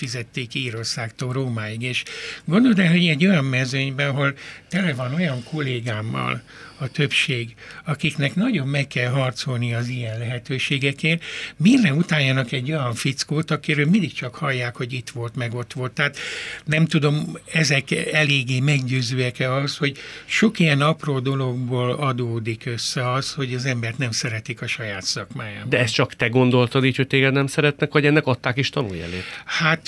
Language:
Hungarian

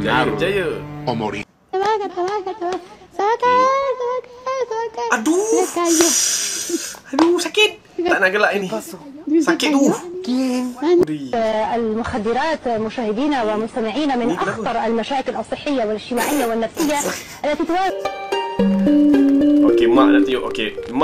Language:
Malay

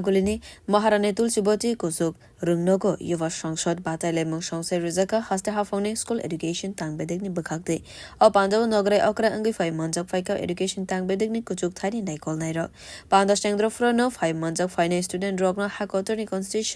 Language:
Kok Borok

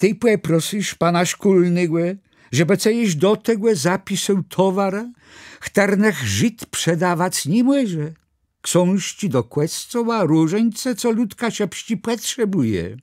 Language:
Kashubian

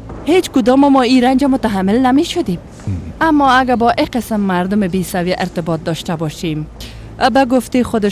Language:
Persian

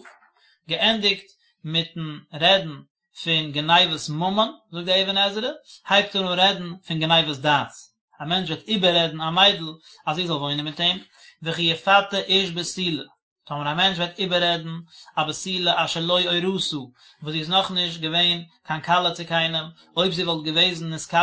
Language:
Yiddish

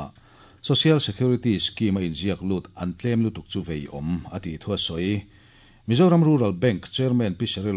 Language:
Mizo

